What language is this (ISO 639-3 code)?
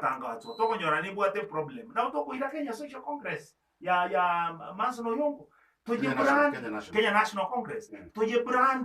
guz